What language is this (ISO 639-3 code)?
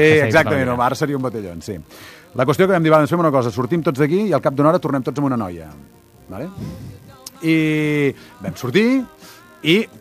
cat